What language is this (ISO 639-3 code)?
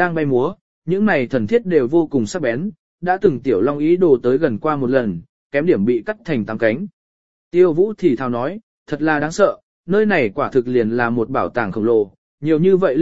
vie